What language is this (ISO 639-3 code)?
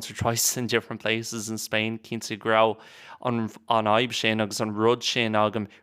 gle